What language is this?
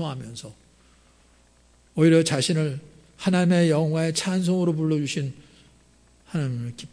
Korean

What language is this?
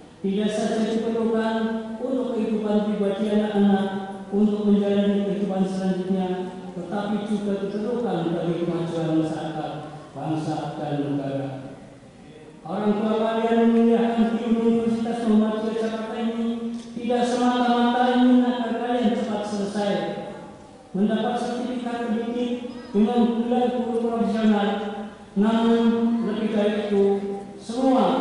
Indonesian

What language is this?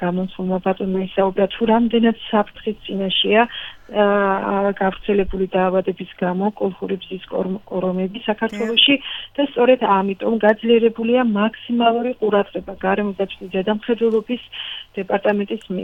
Georgian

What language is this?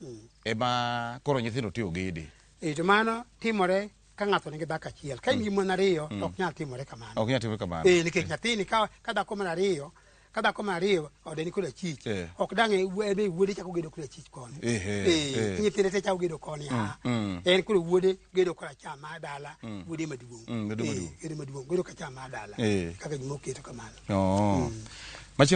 Luo (Kenya and Tanzania)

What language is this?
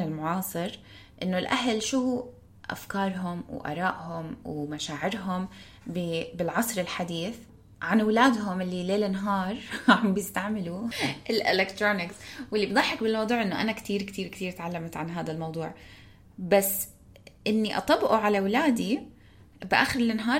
North Levantine Arabic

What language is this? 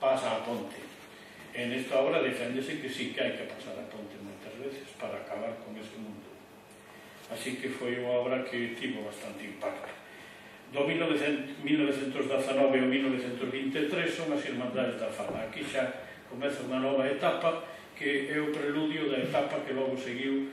Galician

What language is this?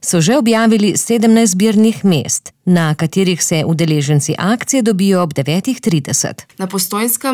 Slovenian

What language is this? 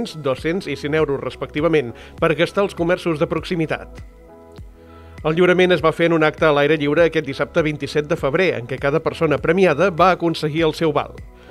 Catalan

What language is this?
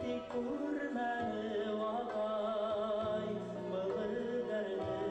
Bashkir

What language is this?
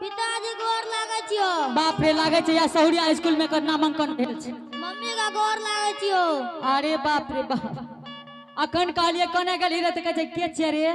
Angika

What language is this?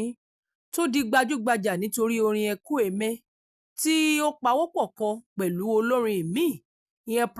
Yoruba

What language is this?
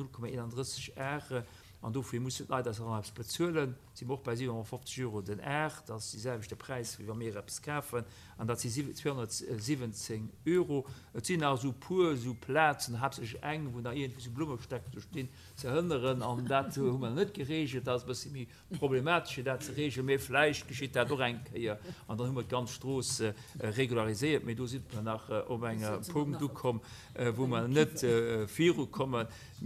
Luxembourgish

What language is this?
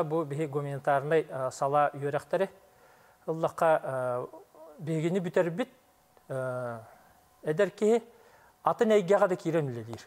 Yakut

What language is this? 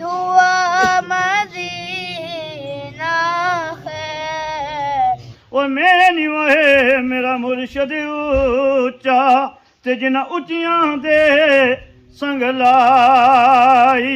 Pahari-Potwari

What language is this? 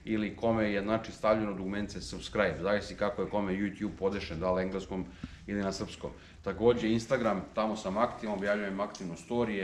Serbian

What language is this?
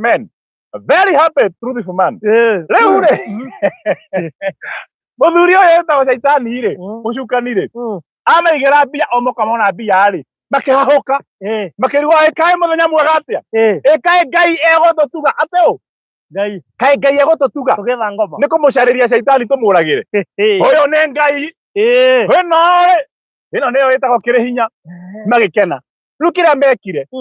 Kikuyu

